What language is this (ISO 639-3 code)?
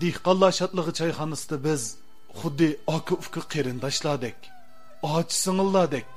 uig